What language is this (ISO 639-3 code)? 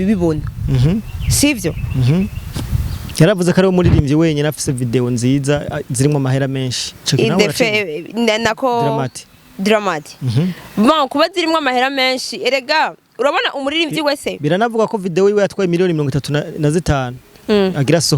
run